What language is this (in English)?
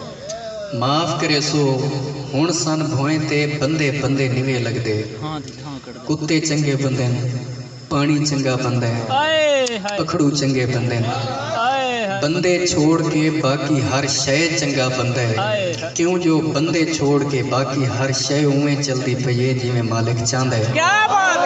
Saraiki